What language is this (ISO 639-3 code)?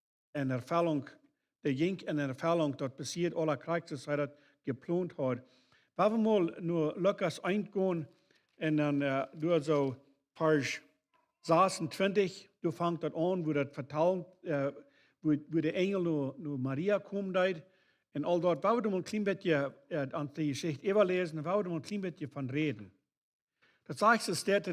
pdt